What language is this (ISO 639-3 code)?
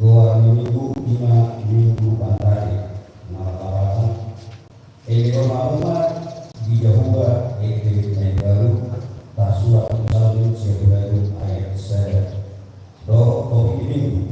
bbc